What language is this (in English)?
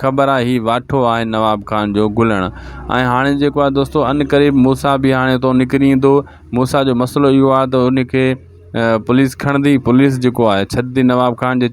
Sindhi